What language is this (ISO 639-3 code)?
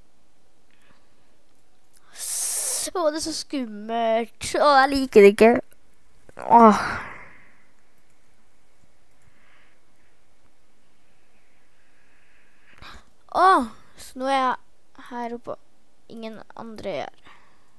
nor